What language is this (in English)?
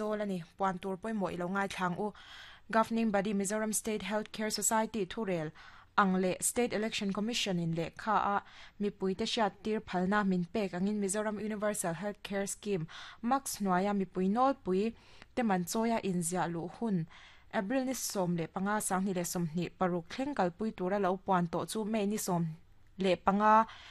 Mizo